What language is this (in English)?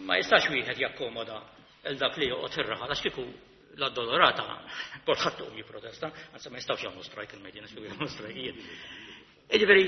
Maltese